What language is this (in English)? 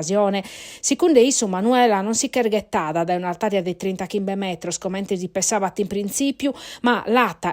Sardinian